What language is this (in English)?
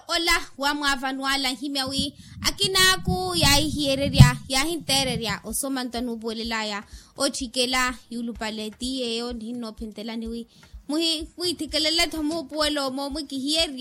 Makhuwa